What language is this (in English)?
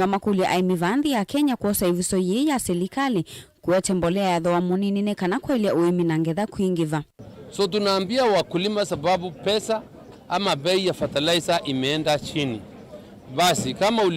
Kamba